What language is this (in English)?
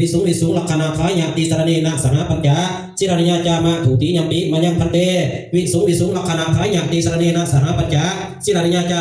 Pali